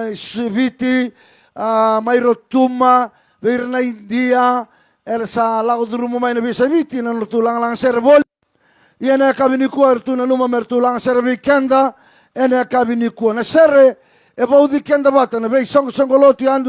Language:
Fijian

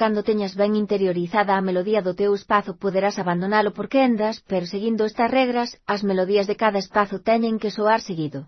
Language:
Galician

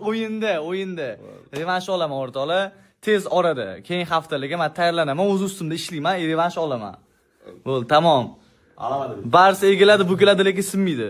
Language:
Uzbek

